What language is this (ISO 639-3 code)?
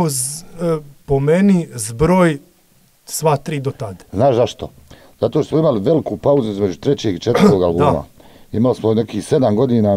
hrv